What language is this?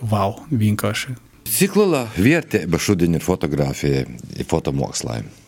Latvian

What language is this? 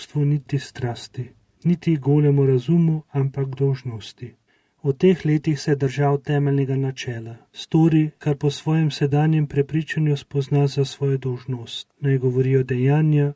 Slovenian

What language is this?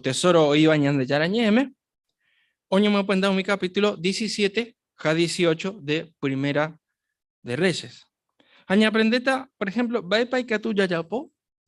Guarani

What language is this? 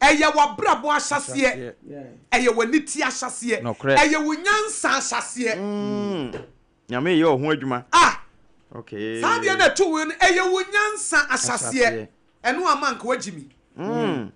Akan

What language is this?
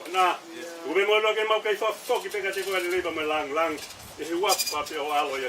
Tongan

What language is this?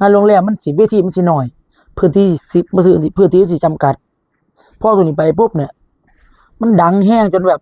Northeastern Thai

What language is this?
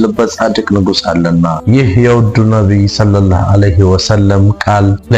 Amharic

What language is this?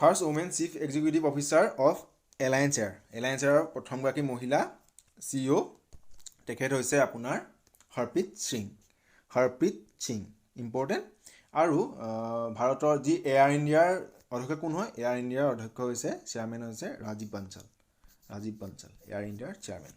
Assamese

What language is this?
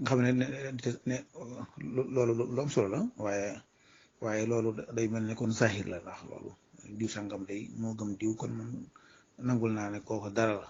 Wolof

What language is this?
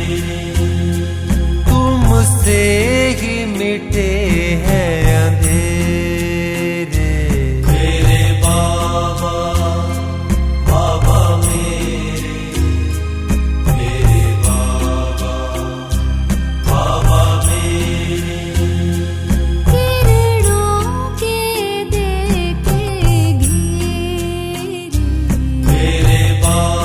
Hindi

